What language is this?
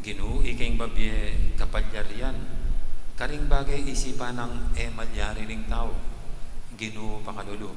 Pampanga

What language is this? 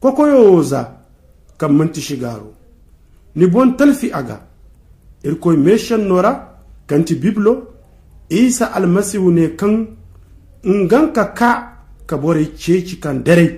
Zarma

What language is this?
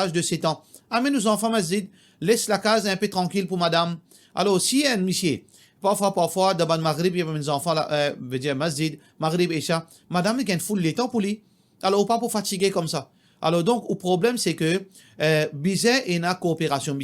Morisyen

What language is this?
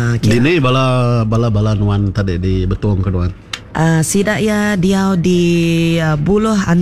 Iban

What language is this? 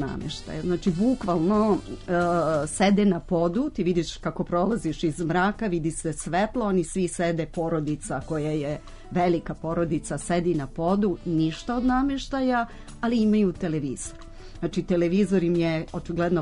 Serbian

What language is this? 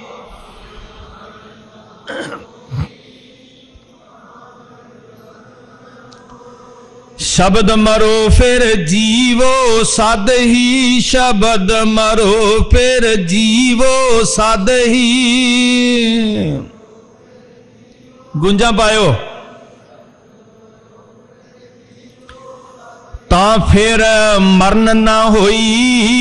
Punjabi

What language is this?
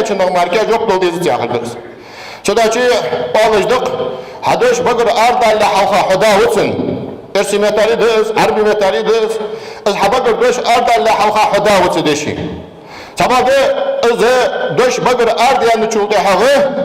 Ingush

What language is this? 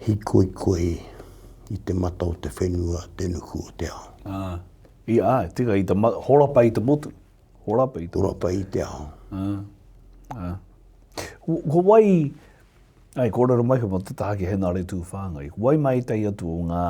Māori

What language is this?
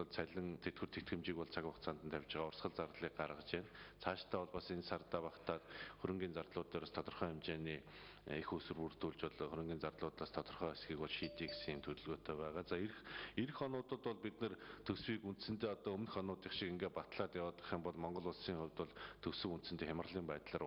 Mongolian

